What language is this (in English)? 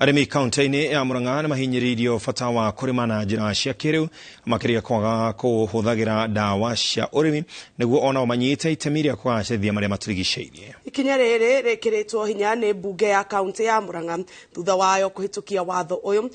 Kikuyu